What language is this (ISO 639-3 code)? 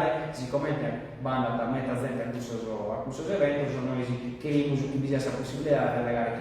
srd